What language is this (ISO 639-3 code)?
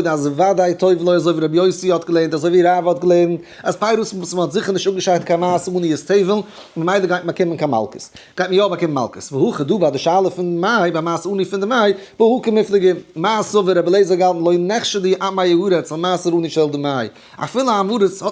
yid